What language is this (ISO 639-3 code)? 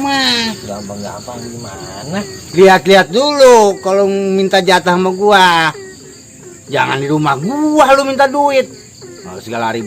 bew